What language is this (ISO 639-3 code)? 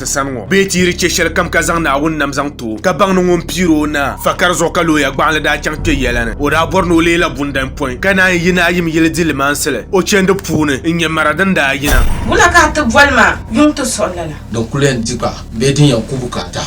dag